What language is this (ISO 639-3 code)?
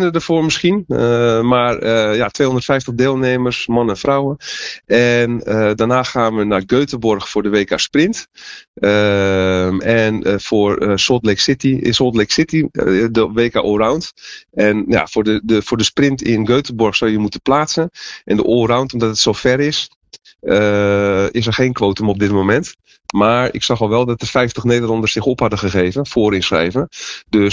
nld